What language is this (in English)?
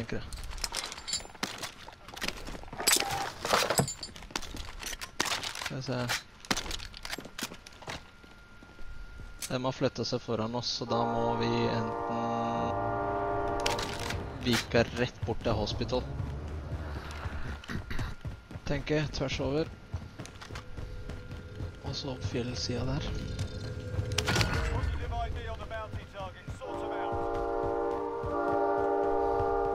Norwegian